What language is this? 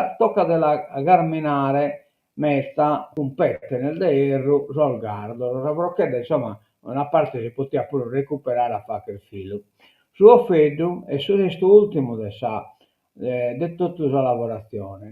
Sardinian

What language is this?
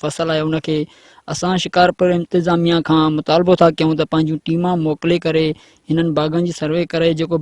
Sindhi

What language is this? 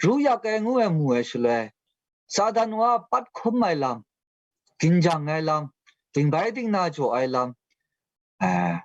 Kachin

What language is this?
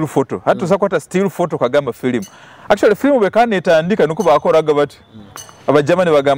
Nyoro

